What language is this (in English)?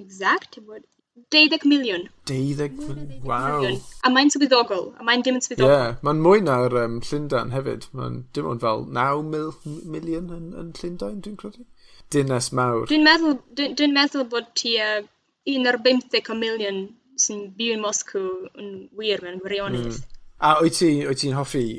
Welsh